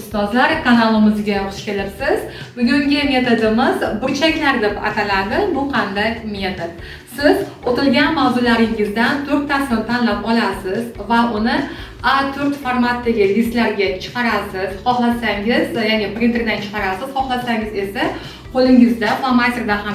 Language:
Uzbek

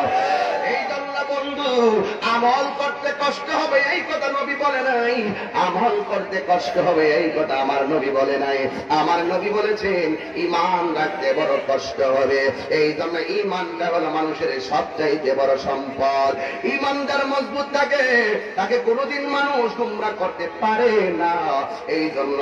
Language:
Bangla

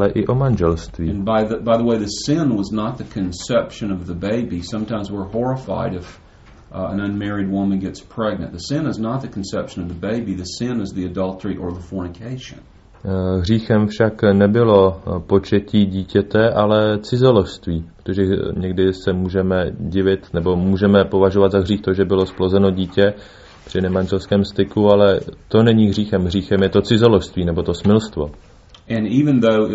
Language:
Czech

